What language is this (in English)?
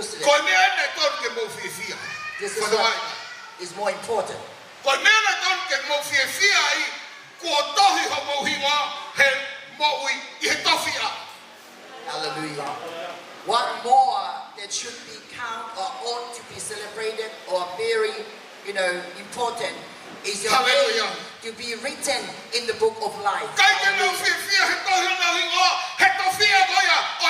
Tongan